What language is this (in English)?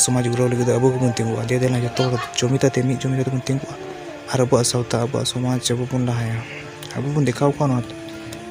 Santali